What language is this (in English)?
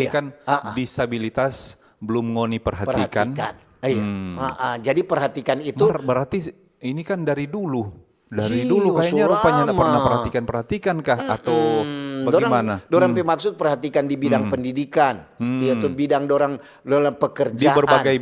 Manado Malay